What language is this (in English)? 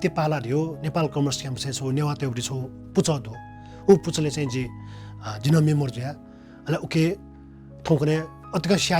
Newari